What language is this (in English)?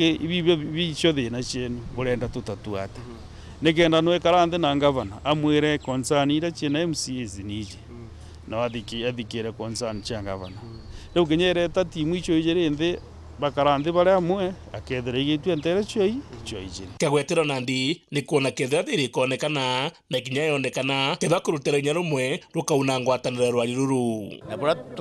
Meru